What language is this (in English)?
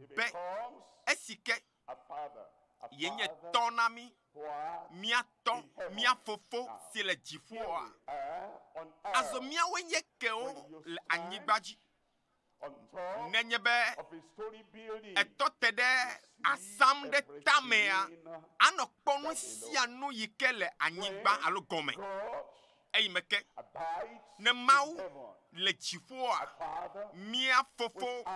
Ewe